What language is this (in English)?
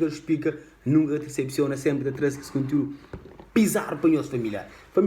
Kabuverdianu